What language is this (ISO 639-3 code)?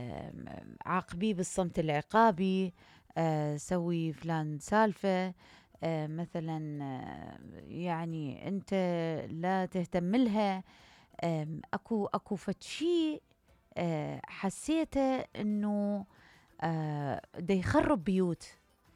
acm